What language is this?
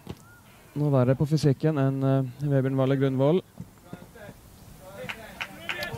Norwegian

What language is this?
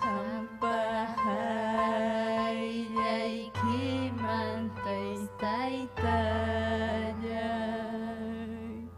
Ayacucho Quechua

